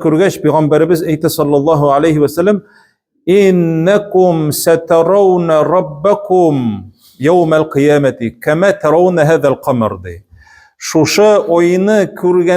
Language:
Tatar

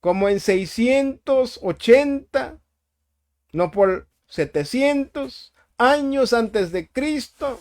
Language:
Tzotzil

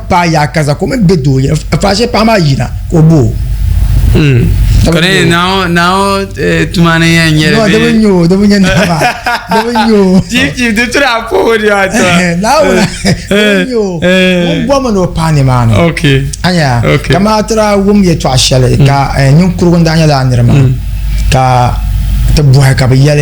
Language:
Dagbani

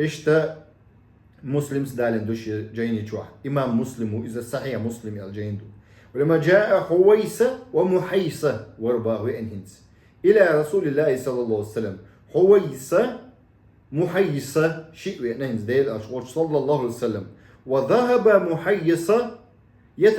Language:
Chechen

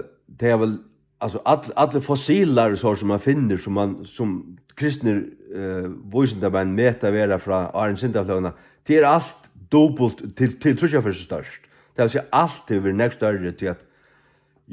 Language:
Faroese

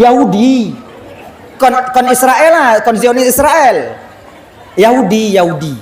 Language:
Achinese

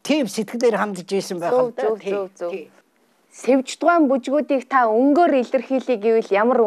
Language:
Mongolian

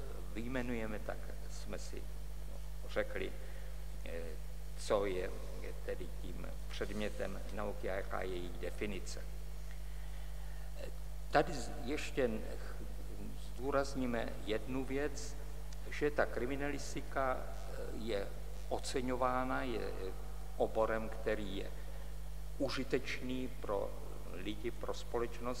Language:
Czech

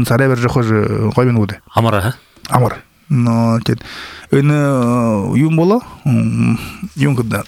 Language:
Buriat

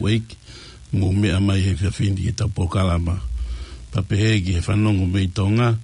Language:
Tongan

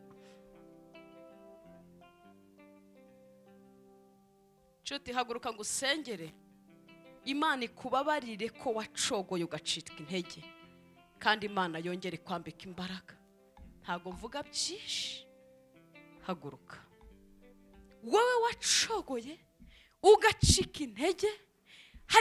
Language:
Kinyarwanda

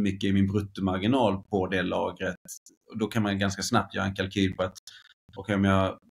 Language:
Swedish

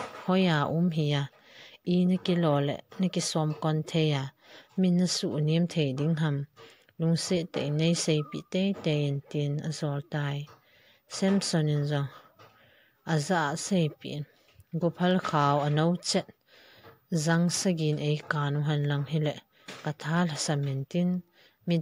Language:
Thado Chin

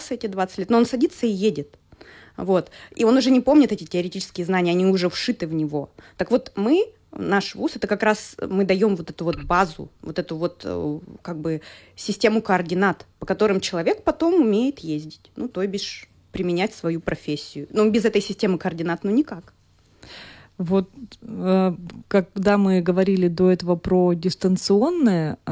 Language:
Russian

